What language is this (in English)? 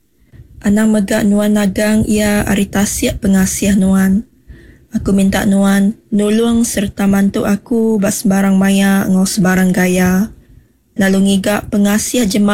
Iban